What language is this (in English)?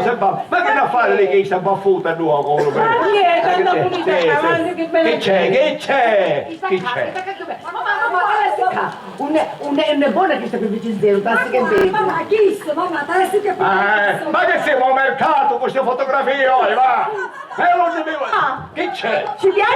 Sicilian